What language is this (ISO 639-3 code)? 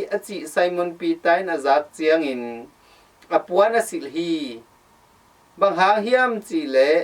ctd